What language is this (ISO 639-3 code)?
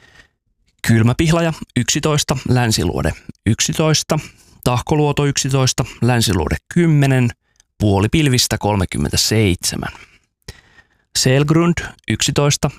fin